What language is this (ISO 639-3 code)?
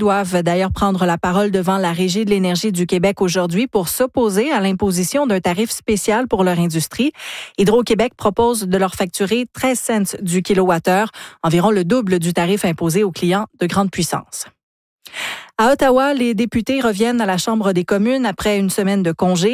fra